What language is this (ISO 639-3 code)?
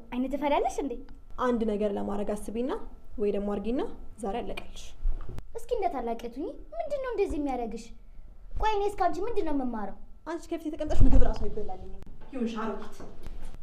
amh